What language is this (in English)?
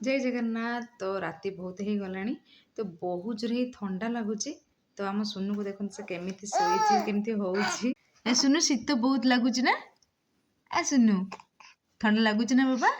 Odia